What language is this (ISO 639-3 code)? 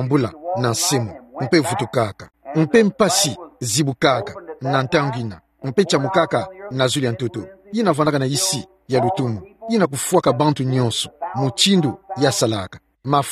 ktu